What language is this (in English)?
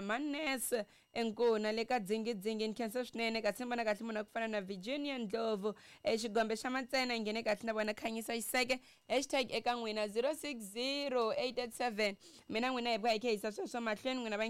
Tsonga